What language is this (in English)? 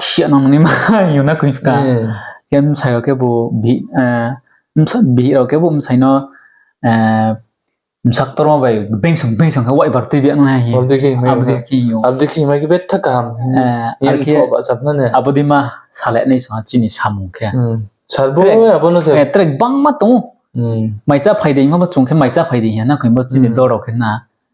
Riang (India)